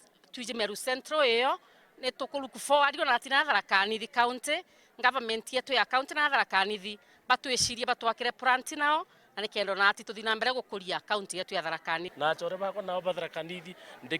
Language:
Meru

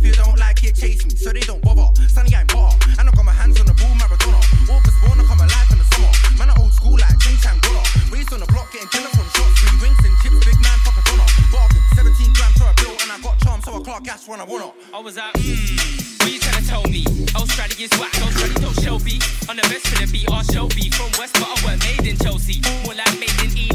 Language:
English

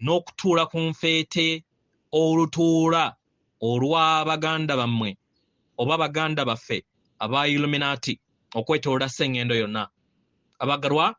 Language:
Ganda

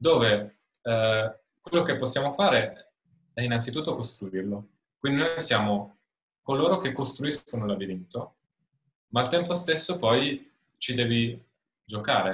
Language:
Italian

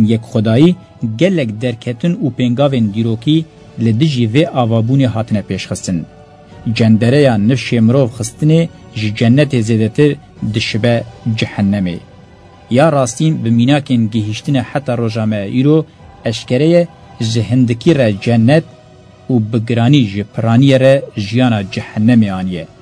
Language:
Kurdish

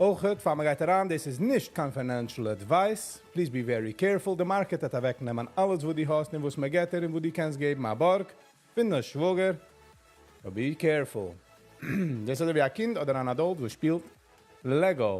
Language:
Yiddish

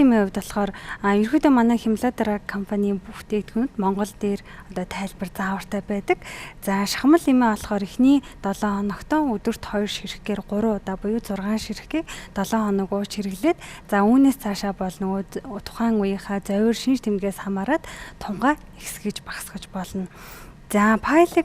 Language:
Mongolian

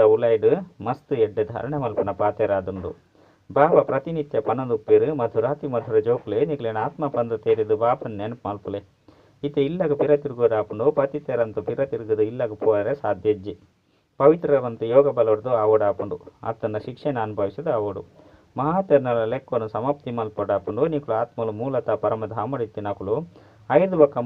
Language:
Tulu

